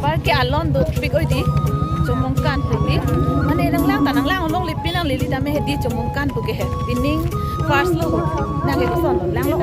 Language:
Karbi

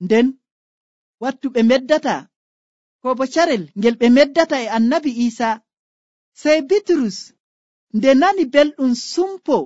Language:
Nigerian Fulfulde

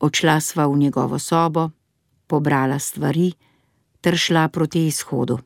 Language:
Slovenian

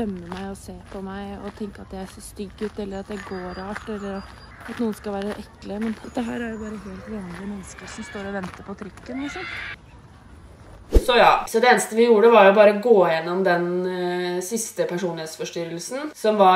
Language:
Norwegian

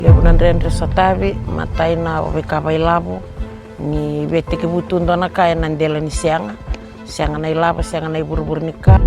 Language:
Fijian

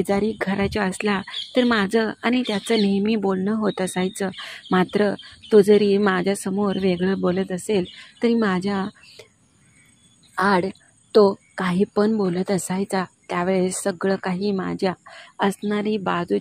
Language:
Marathi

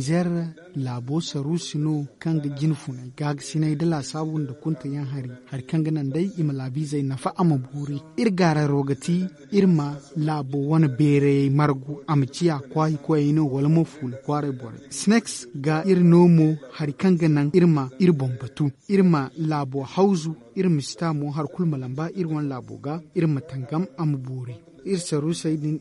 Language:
Zarma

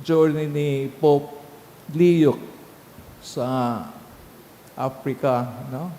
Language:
Bikol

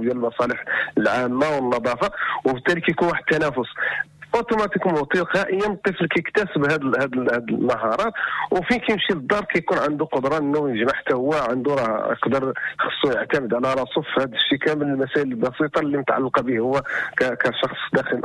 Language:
Moroccan Arabic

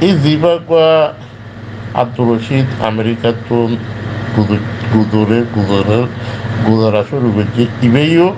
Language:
Rohingya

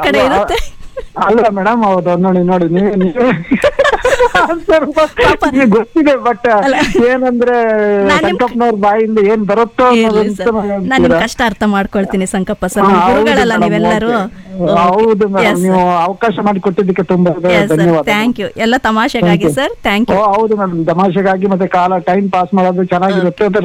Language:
Kannada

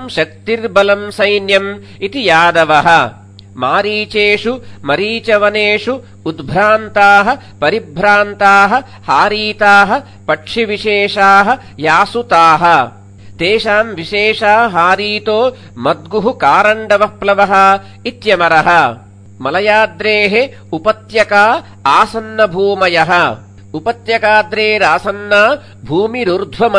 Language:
Sanskrit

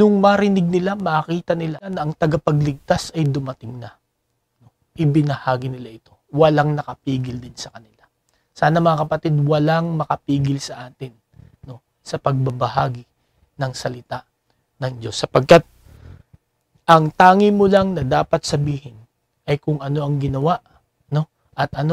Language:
Filipino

